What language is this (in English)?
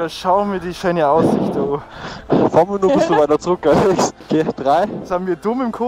Bavarian